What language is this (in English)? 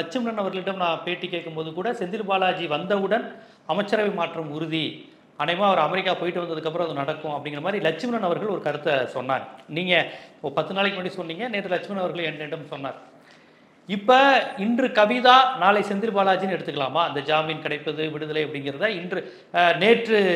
Tamil